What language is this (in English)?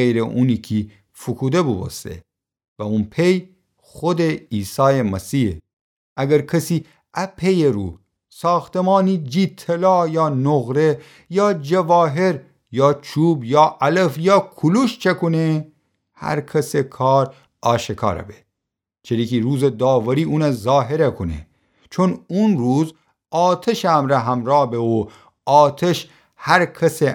Gilaki